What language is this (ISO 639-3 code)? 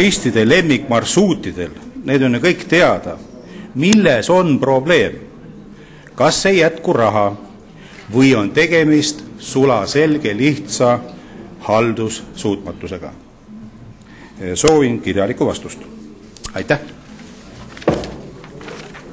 est